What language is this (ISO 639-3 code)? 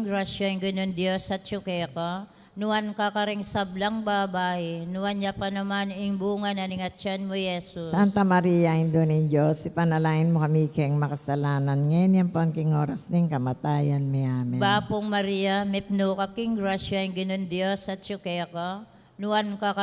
pam